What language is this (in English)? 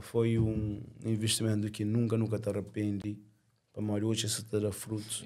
Kabuverdianu